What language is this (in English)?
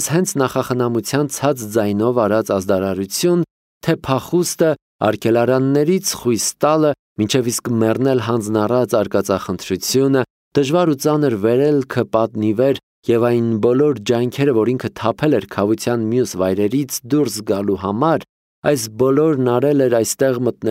Armenian